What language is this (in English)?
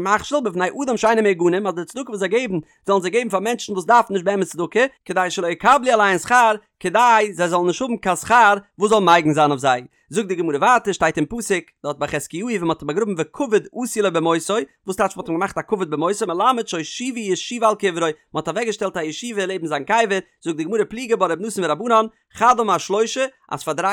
Yiddish